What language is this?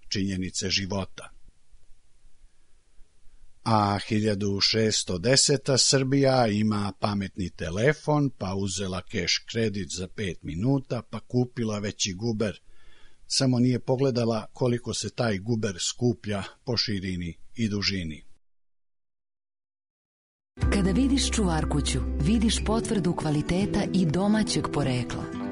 Serbian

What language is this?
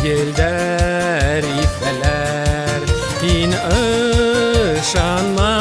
Bashkir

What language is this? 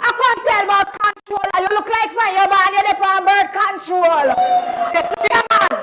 Jamaican Creole English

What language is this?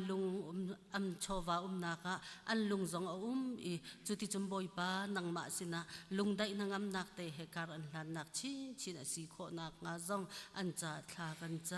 Hakha Chin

